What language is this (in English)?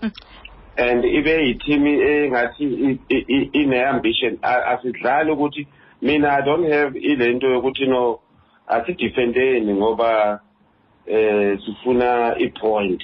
Xhosa